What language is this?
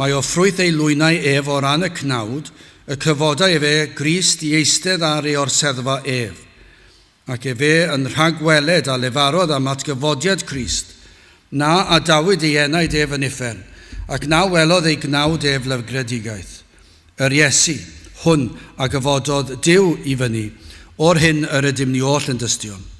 Welsh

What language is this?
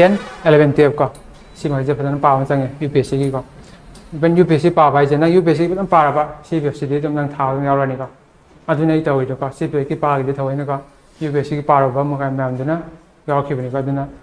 Manipuri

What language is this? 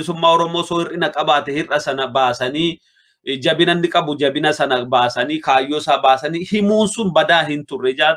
Oromo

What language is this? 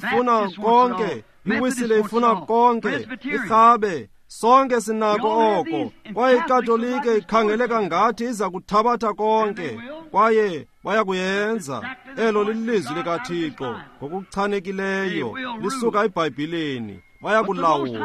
Xhosa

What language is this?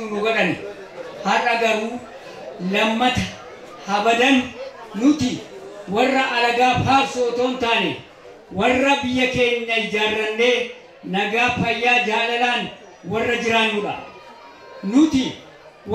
Oromo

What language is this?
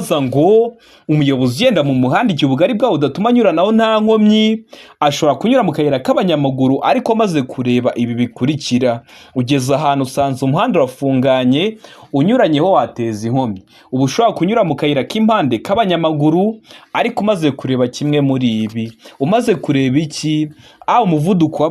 Kinyarwanda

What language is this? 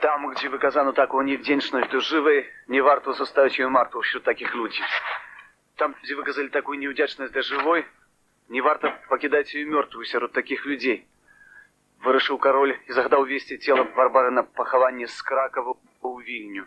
Belarusian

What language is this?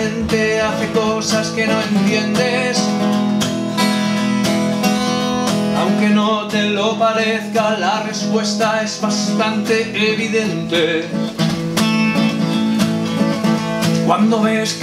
Spanish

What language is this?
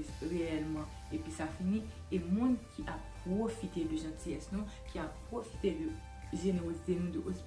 Haitian Creole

